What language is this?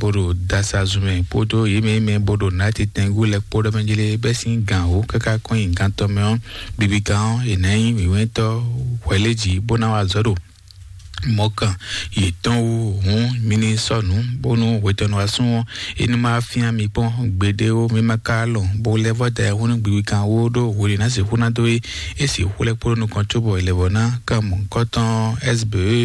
Fon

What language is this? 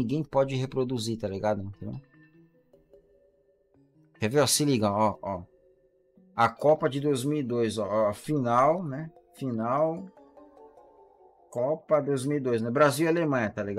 Portuguese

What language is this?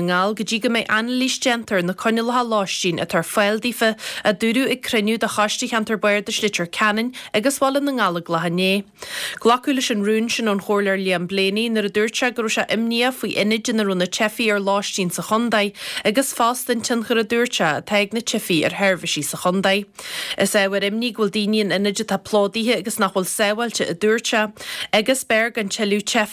Irish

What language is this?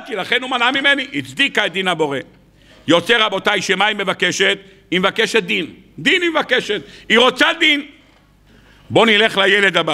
Hebrew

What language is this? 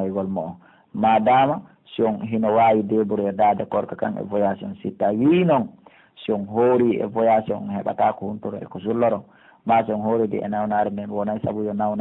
Pular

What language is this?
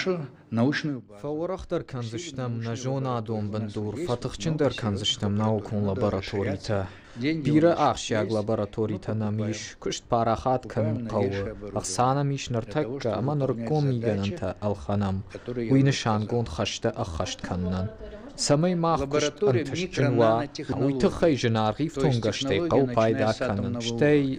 Ossetic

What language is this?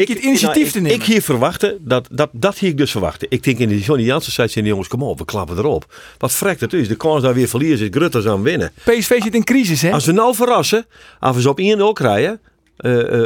Western Frisian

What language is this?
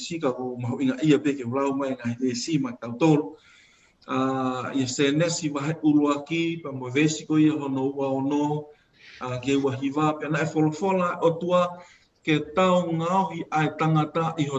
Tongan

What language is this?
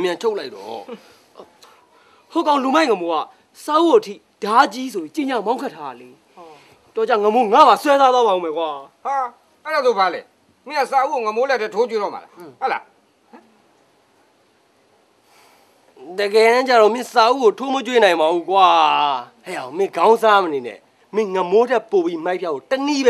Burmese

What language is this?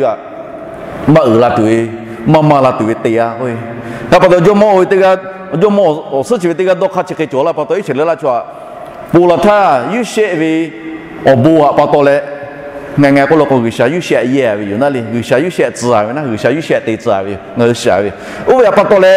Lahu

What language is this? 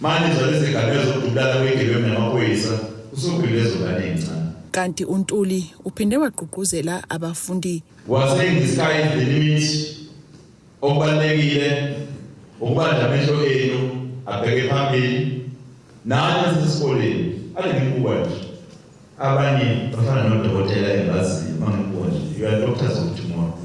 Zulu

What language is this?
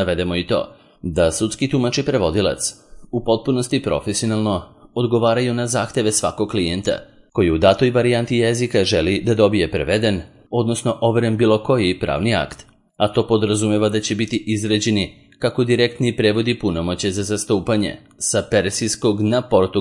Serbian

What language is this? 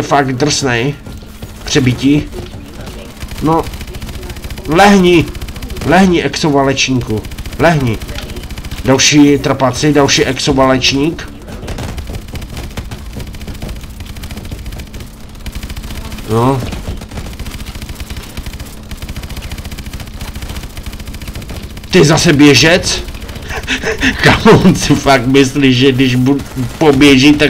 Czech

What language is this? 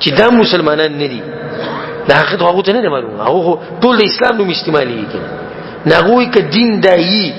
Pashto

